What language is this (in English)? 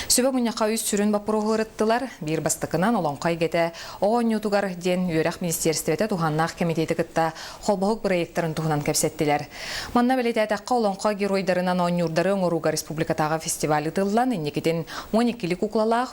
Yakut